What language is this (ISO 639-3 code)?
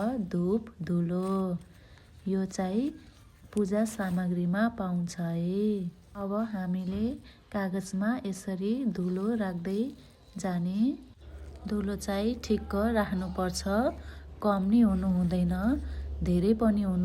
nep